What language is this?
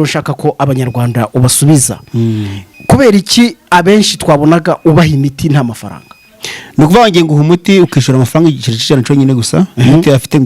Kinyarwanda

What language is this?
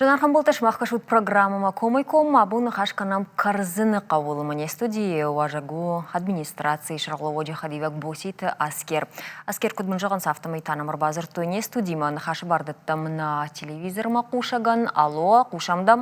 Ossetic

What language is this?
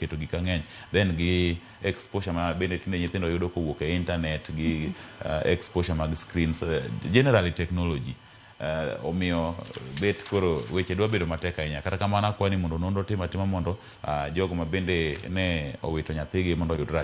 Luo (Kenya and Tanzania)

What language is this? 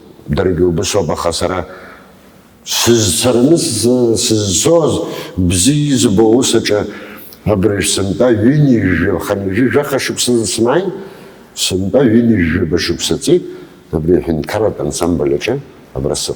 Abkhazian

